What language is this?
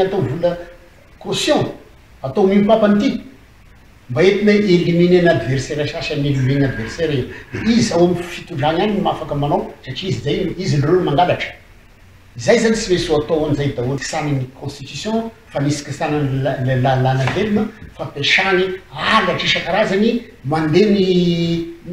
Malagasy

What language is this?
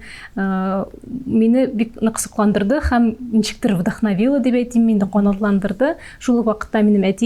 Tatar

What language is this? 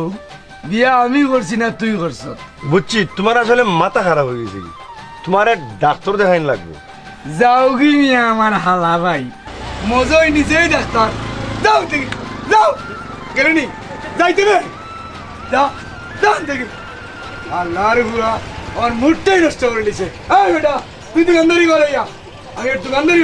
Sylheti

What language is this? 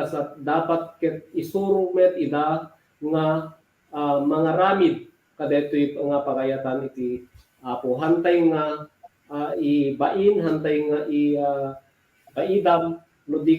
Iloko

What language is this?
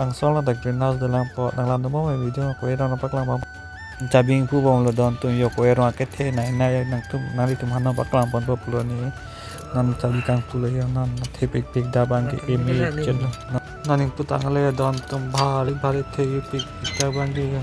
Karbi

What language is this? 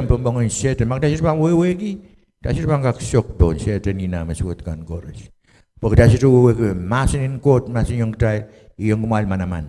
Pohnpeian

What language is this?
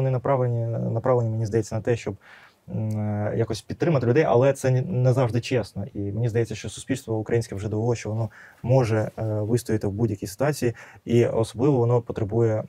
Ukrainian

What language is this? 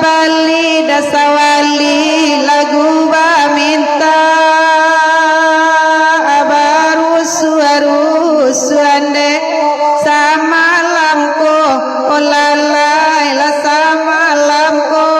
Minangkabau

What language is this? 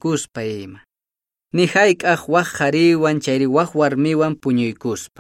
Quechua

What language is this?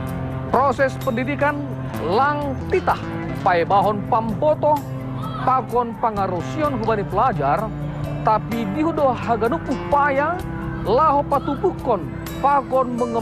Batak Simalungun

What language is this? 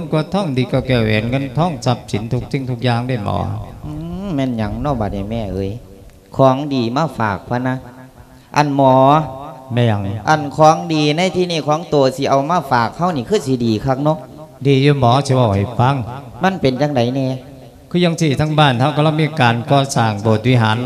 Lao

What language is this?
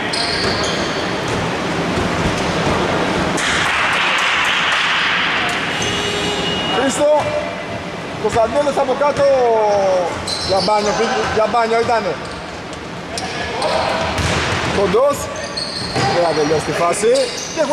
Greek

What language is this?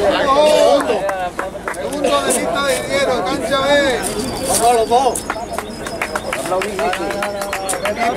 Spanish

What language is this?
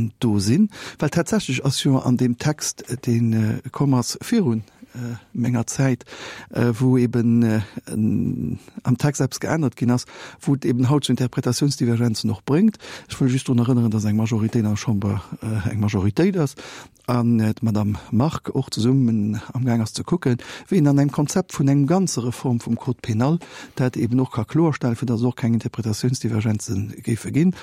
Luxembourgish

